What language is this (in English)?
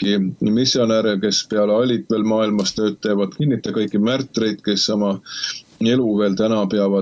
Estonian